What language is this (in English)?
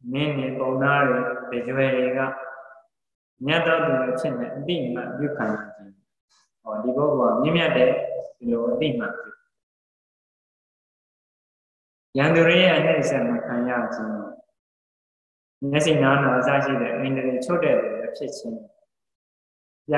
Burmese